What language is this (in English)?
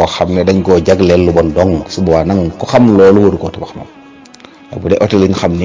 Wolof